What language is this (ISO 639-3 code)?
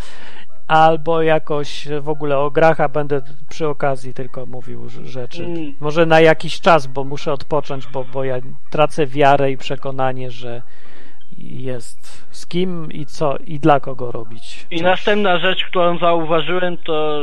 pol